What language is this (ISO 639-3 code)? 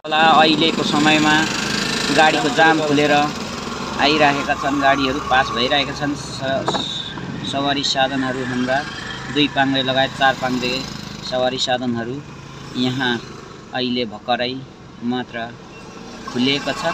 nep